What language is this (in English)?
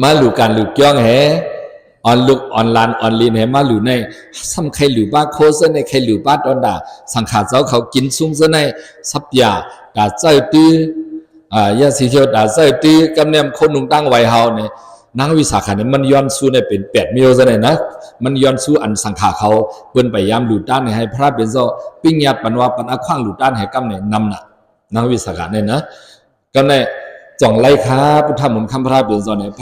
Shan